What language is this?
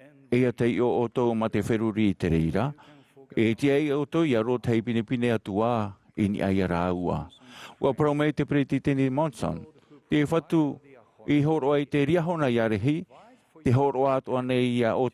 Tahitian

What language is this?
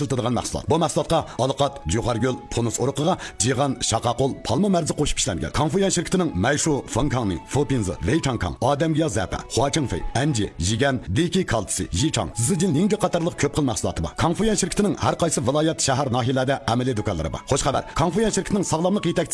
Uyghur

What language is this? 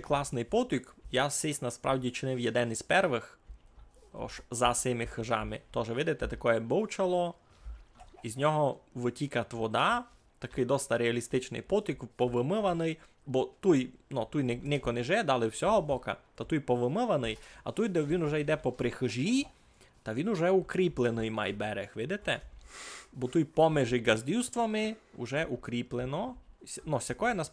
Rusyn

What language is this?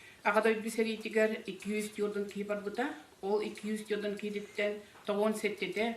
Yakut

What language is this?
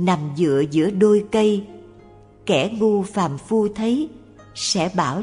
Vietnamese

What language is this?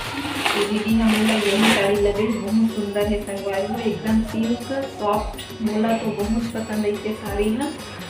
Chhattisgarhi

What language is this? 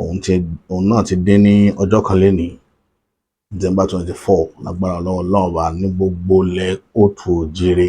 Yoruba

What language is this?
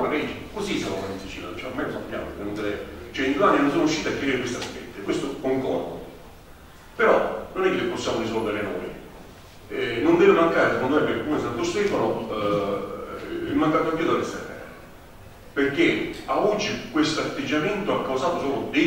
Italian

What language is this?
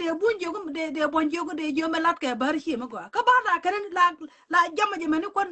Nuer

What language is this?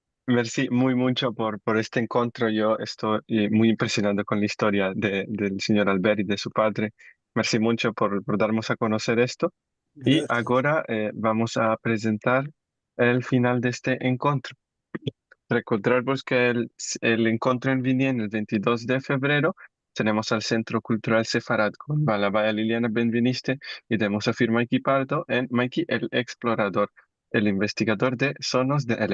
Ladino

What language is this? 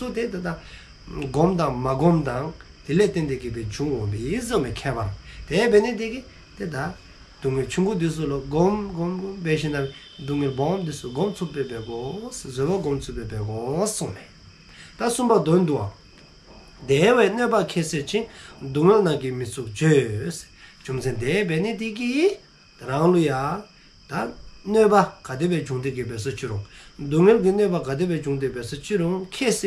Dzongkha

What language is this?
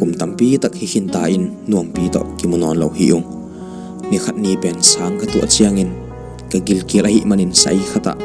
Tedim Chin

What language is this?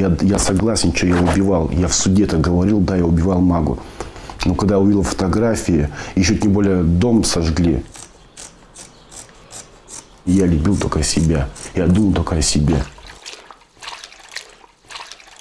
Russian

